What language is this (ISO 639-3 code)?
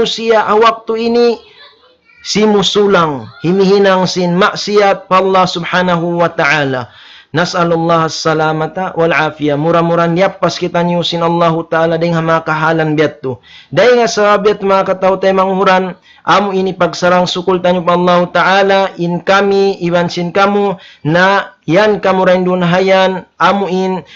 tsg